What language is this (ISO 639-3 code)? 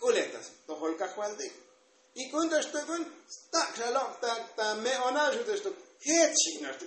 tzo